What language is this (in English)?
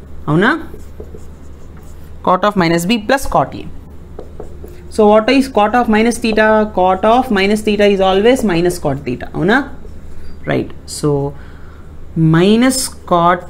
Telugu